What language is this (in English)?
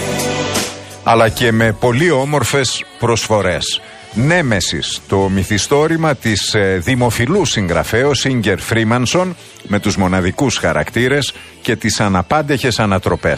Greek